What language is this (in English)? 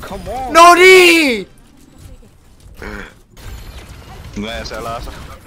Finnish